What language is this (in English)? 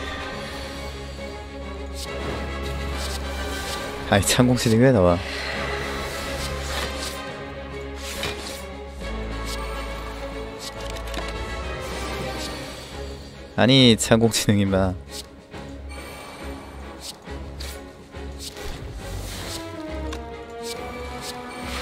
Korean